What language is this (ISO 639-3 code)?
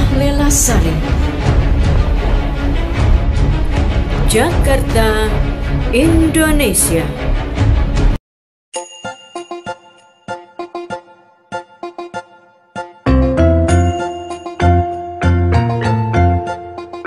ind